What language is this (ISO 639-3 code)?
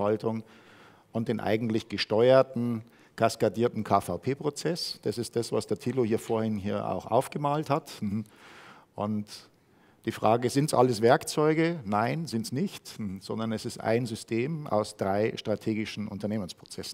deu